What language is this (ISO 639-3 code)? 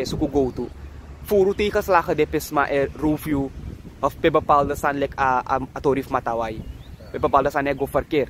srn